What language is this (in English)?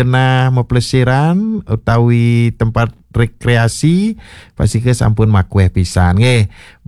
Balinese